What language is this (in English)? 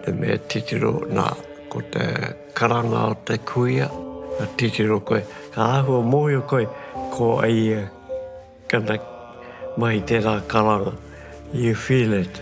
Māori